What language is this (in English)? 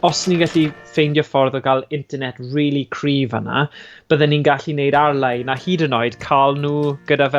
Welsh